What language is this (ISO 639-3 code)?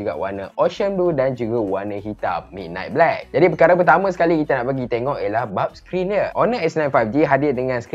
msa